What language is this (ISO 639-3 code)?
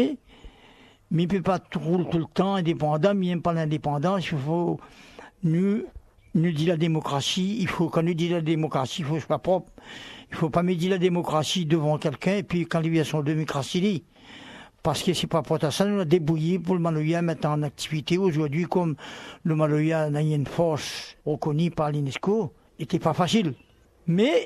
rcf